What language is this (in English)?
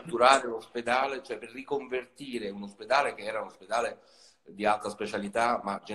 Italian